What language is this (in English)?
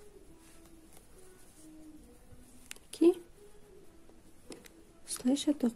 Kazakh